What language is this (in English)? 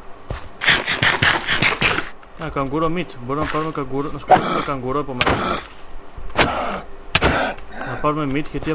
Greek